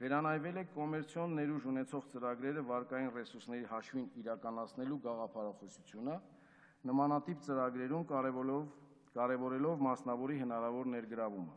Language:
Armenian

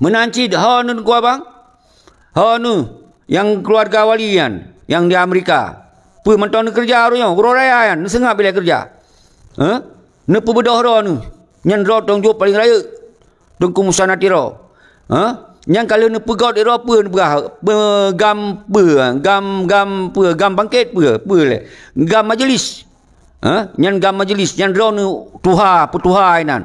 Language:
Achinese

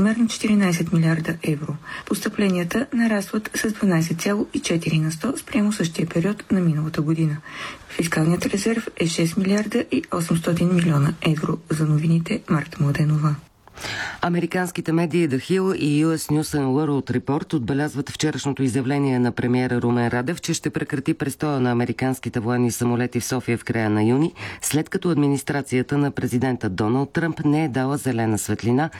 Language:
Bulgarian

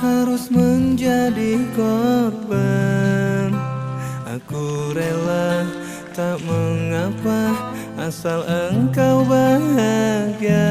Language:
Banjar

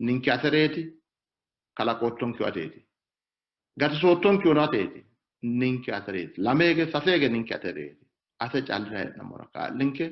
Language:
Sidamo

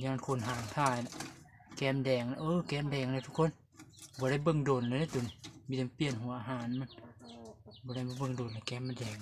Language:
Lao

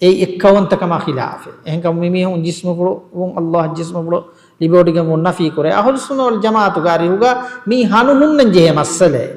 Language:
Divehi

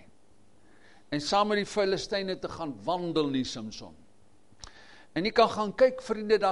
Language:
Afrikaans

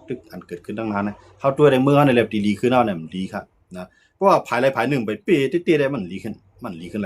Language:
Shan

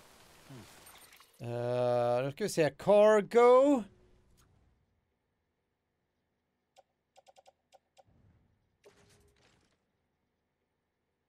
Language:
Swedish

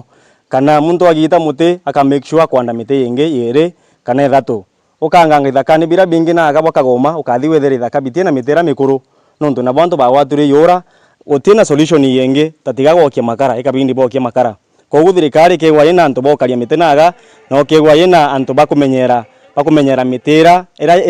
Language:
Meru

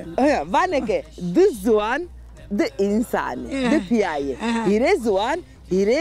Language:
Zaza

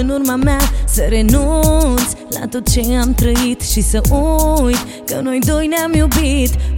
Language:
Romanian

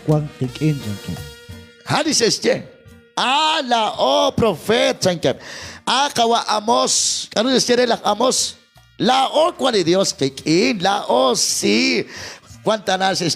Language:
Kekchí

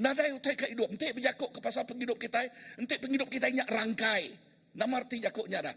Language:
Iban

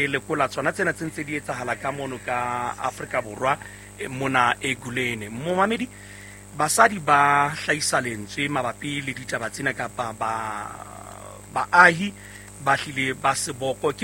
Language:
Southern Sotho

